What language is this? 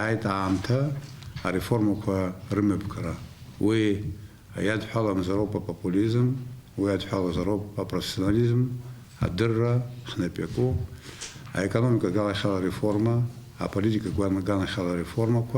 Abkhazian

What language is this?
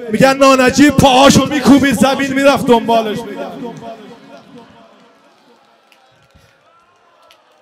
Persian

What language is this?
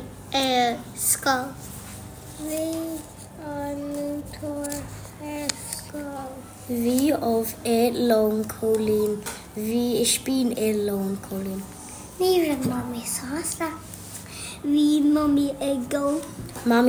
Irish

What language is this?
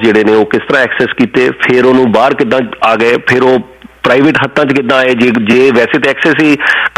Punjabi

